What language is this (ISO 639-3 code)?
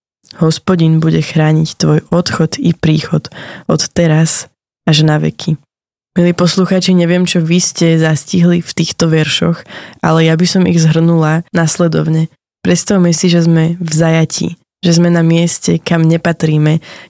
slk